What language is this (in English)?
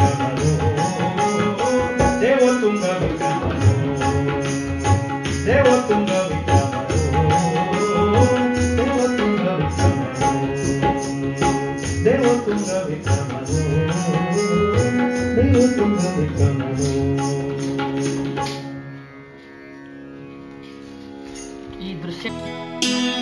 Kannada